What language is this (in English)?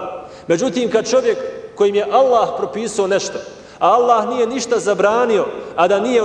Bosnian